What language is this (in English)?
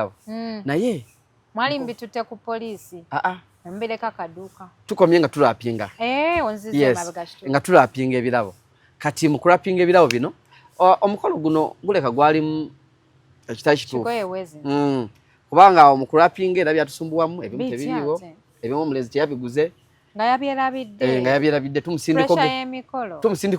Ganda